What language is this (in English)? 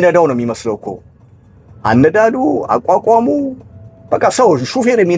Amharic